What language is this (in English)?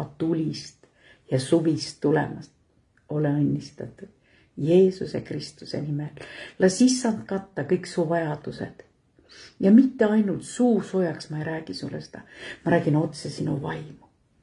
Estonian